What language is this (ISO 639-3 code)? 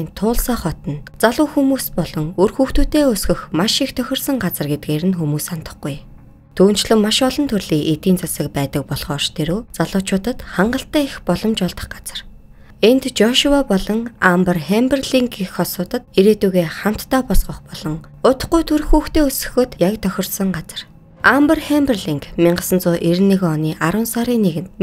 mon